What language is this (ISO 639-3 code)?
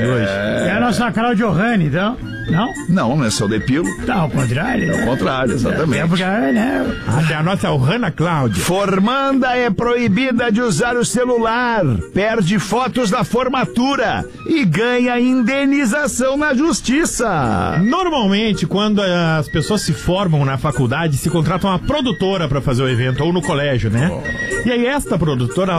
por